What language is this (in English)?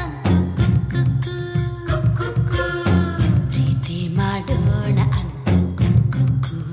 Kannada